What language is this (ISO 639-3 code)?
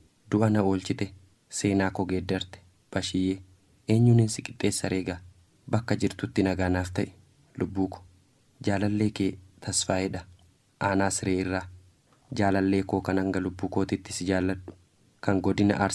orm